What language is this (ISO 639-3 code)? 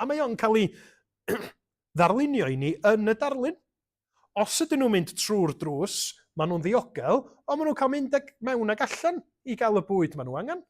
cym